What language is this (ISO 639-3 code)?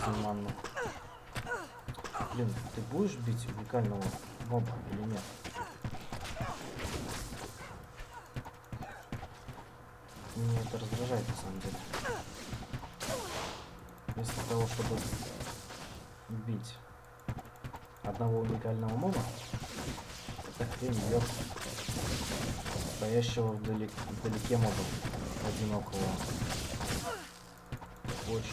rus